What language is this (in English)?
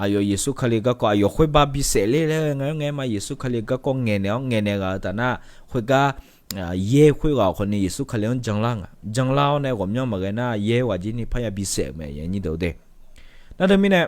Akha